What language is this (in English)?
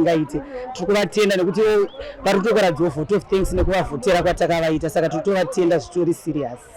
Shona